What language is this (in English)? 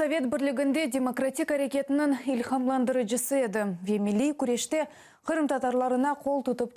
Crimean Tatar